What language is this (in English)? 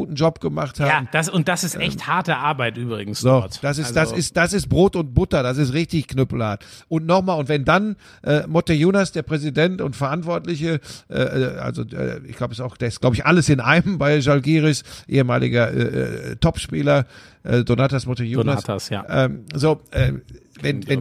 German